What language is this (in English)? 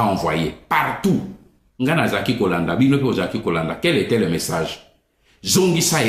Lingala